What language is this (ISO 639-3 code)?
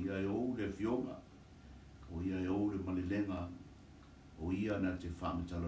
smo